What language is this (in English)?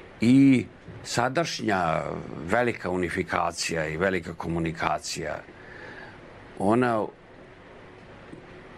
Serbian